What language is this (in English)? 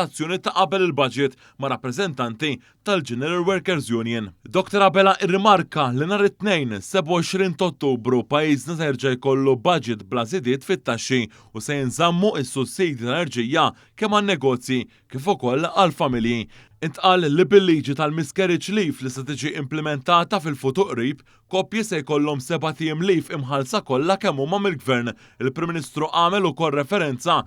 Maltese